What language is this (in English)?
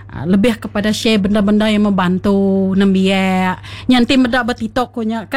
Iban